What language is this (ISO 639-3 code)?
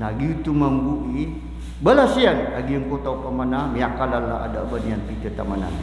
mrw